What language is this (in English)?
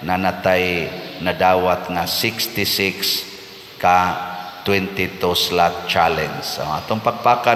Cebuano